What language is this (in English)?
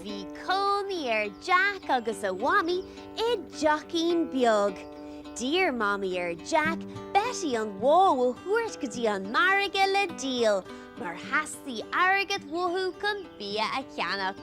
Irish